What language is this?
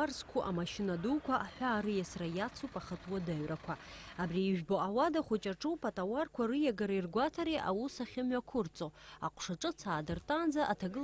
Abkhazian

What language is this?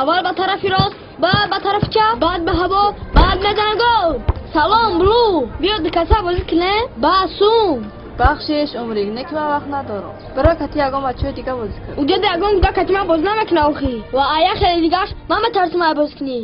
Tajik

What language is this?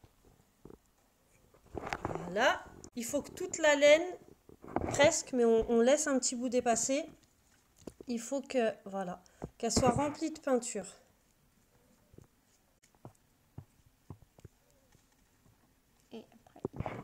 French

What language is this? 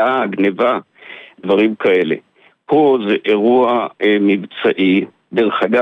Hebrew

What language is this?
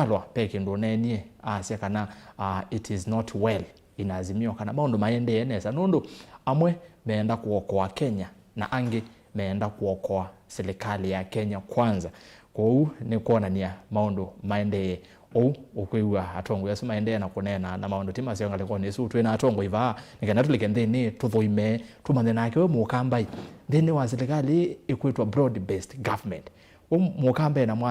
Kamba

